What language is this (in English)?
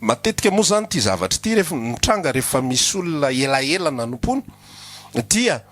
Malagasy